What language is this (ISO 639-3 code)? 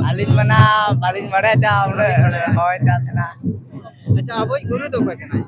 sat